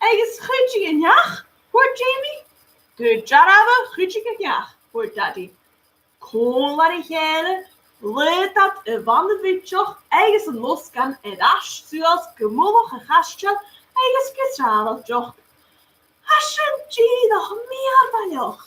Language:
Scottish Gaelic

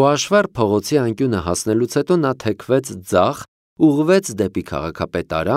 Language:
Armenian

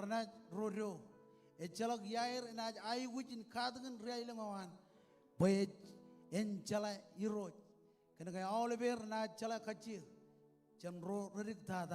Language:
Marshallese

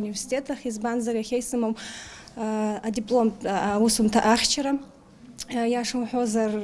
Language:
Abkhazian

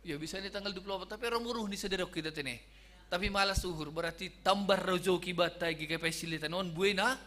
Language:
Batak Simalungun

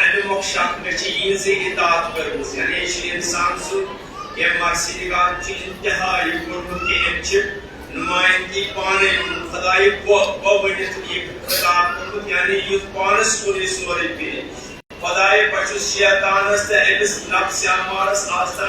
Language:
Kashmiri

